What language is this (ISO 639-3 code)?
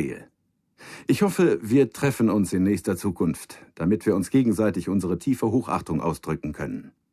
bar